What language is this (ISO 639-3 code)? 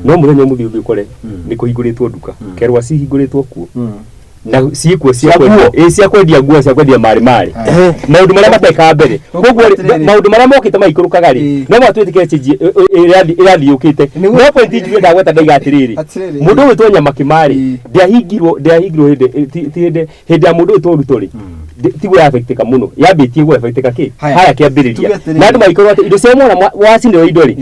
kik